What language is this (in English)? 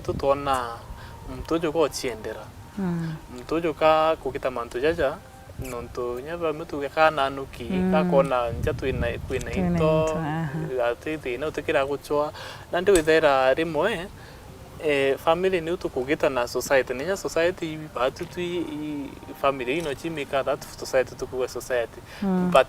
Meru